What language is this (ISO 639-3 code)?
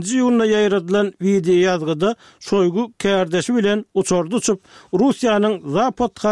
tuk